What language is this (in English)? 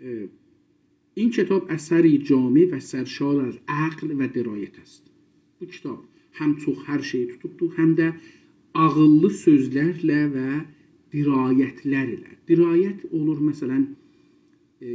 South Azerbaijani